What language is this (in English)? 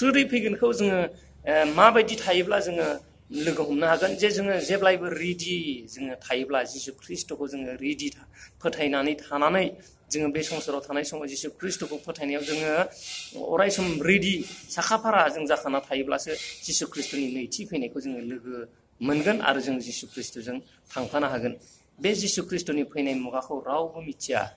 Bodo